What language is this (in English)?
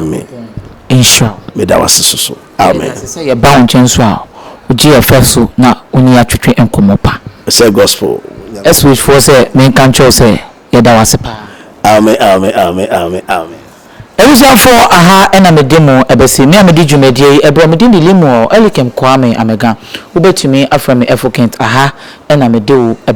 Akan